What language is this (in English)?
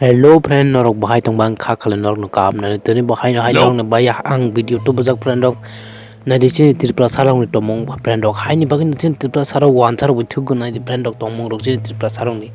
Kok Borok